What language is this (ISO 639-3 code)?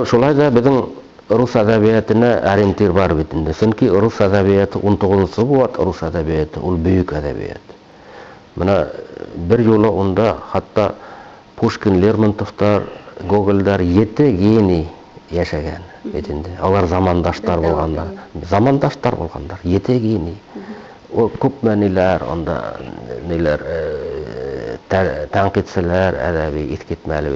bak